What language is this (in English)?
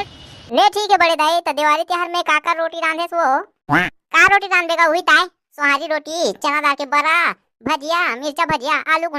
Chhattisgarhi